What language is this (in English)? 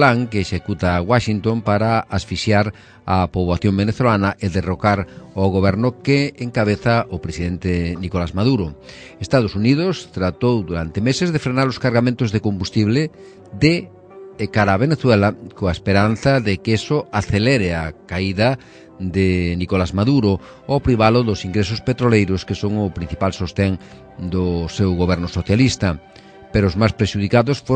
Galician